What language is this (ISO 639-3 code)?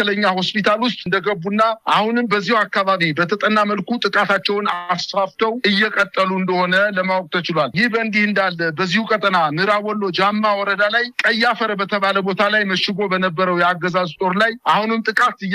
amh